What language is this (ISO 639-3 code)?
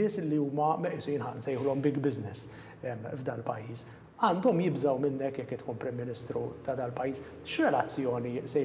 mlt